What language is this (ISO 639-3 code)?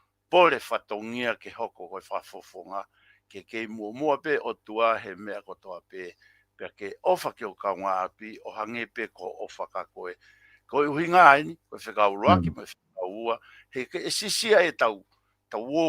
ton